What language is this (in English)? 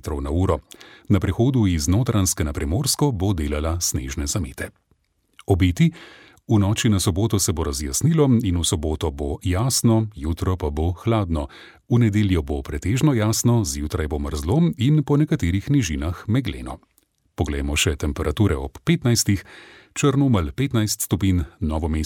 Slovenian